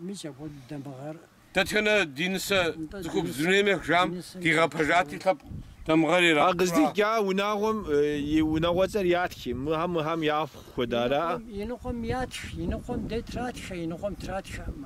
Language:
Kabardian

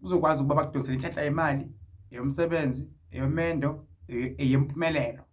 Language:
Zulu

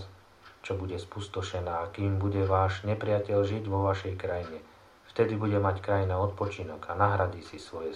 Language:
Slovak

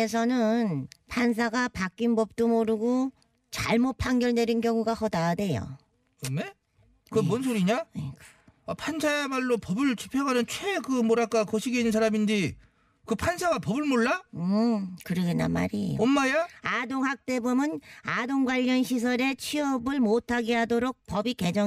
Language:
Korean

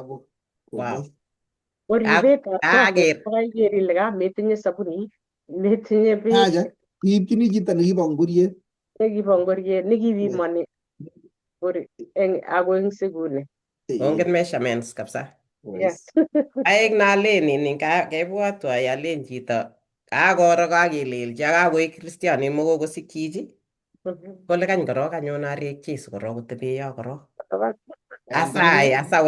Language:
Kalenjin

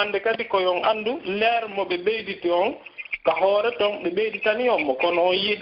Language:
Pular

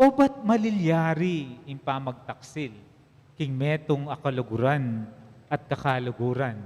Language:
Pampanga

